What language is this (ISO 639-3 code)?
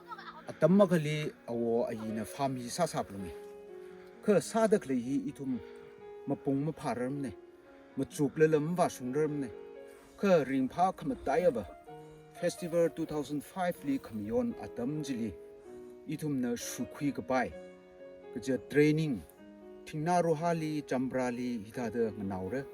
nmf